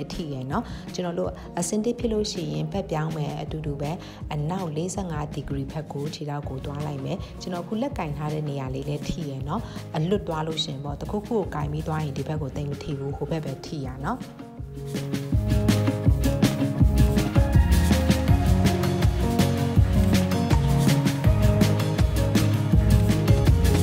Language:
Burmese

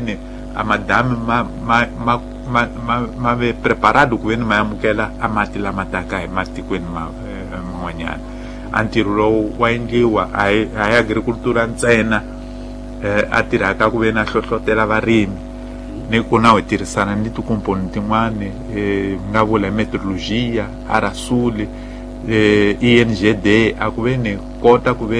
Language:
Tsonga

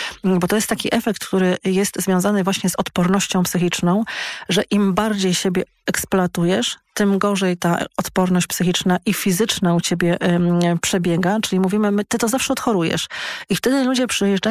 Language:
Polish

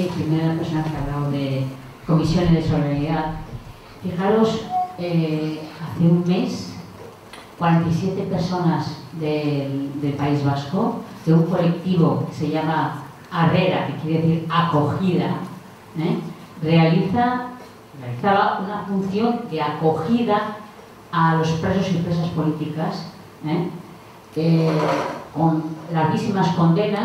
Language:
Spanish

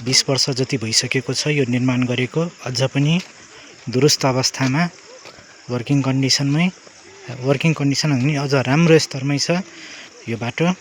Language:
Nepali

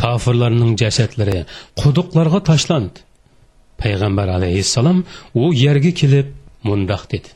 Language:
Uyghur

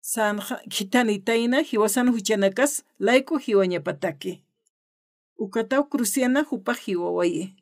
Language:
Aymara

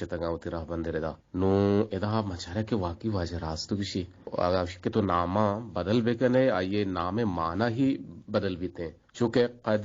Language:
Eastern Balochi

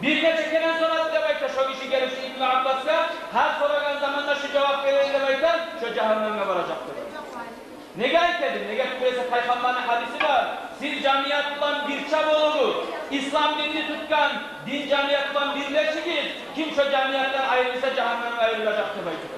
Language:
Kumyk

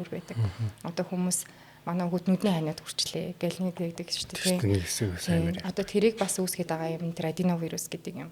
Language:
Mongolian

